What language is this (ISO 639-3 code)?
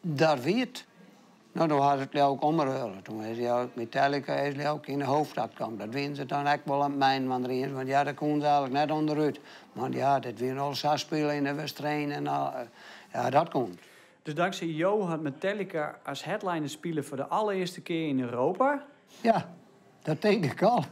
fry